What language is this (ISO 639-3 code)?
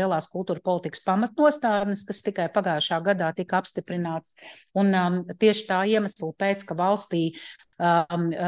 lav